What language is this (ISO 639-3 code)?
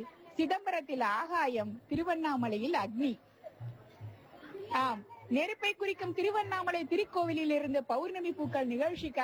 tam